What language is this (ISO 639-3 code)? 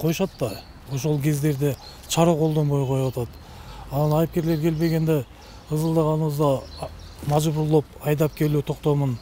kir